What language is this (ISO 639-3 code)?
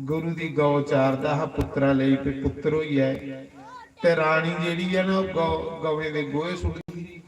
doi